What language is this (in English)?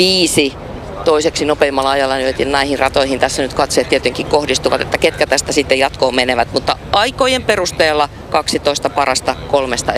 Finnish